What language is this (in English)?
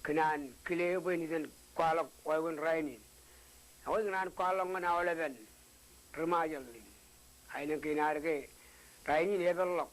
Marshallese